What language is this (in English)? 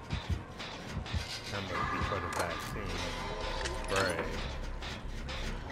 English